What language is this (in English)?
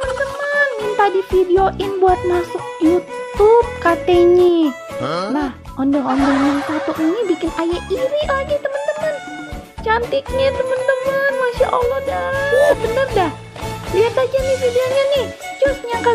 Betawi